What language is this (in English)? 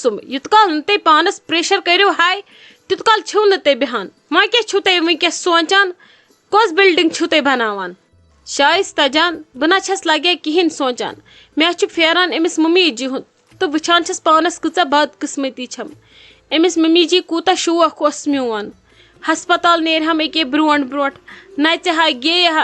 Kashmiri